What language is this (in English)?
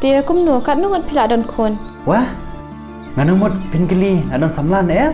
Khasi